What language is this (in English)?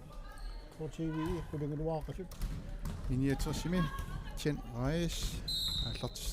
Kalaallisut